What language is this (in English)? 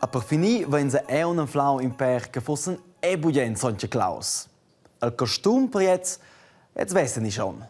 Romansh